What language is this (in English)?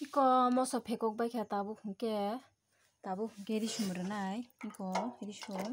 Kok Borok